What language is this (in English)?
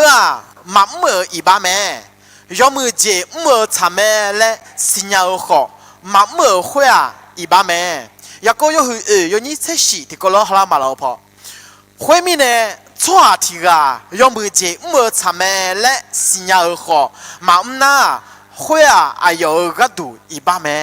Akha